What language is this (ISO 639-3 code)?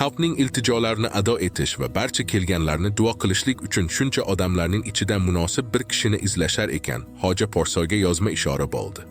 uzb